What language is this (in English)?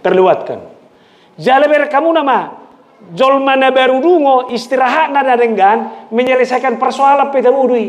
Batak Toba